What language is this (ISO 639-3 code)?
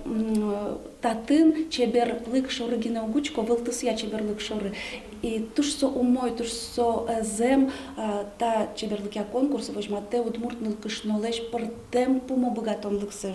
udm